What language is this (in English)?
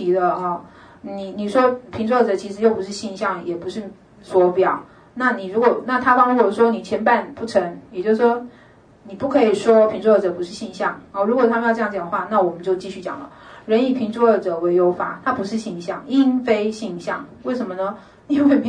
Chinese